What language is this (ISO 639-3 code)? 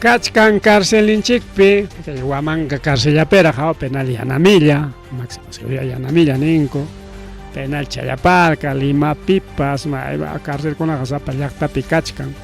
quy